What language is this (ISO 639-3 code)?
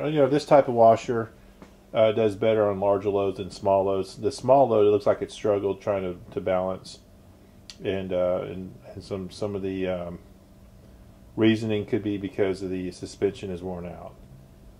eng